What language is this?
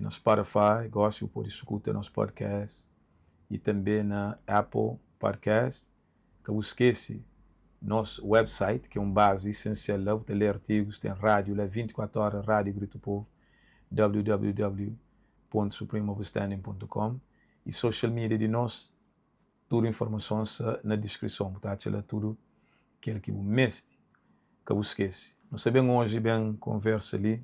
Kabuverdianu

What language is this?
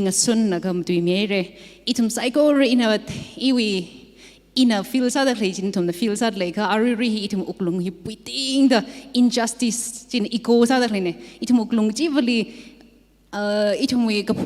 Tangkhul Naga (India)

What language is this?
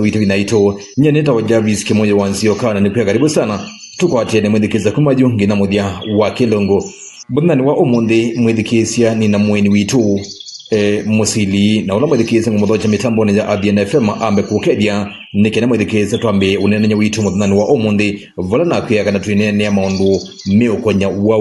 Kamba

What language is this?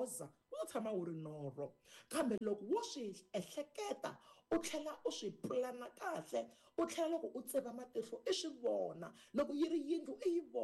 Tsonga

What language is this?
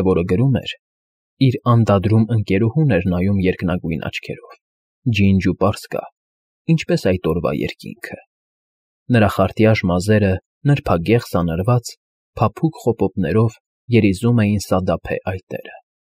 Armenian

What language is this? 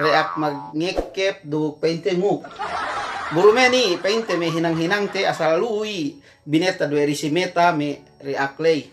Yakan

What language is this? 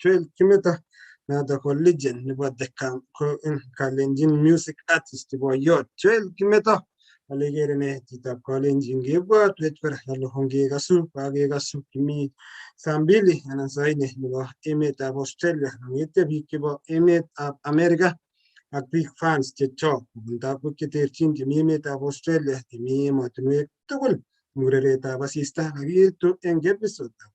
Kalenjin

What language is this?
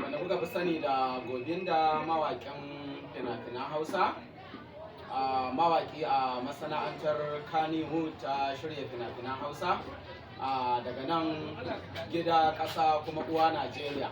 Hausa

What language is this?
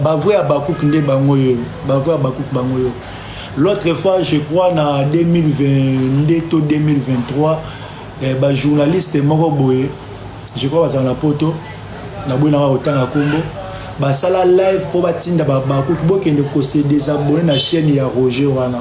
Lingala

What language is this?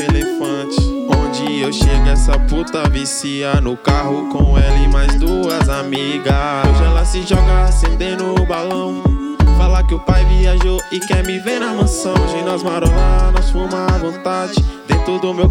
Portuguese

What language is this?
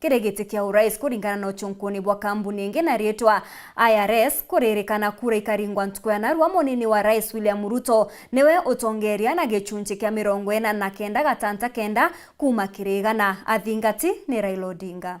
Meru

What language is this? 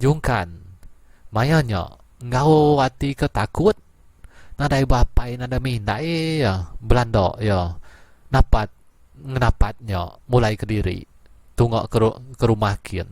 Iban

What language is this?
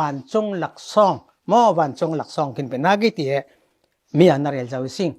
Falam Chin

